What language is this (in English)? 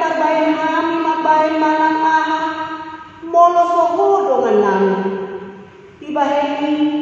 Batak Toba